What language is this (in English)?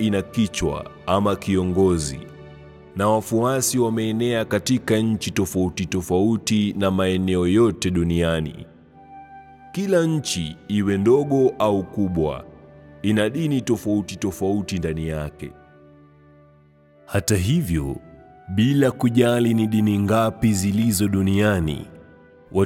Swahili